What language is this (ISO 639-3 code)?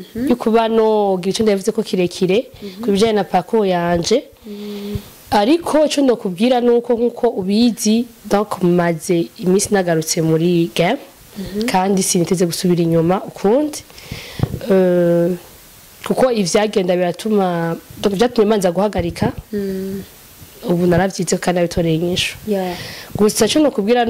run